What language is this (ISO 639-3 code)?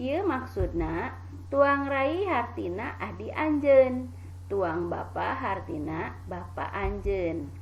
sun